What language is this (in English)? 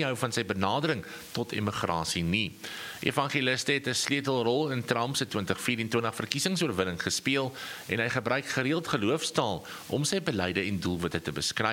Afrikaans